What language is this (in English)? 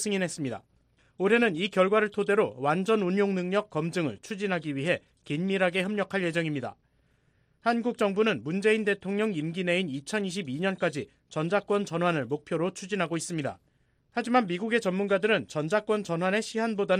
Korean